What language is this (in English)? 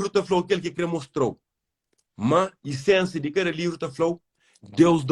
Kabuverdianu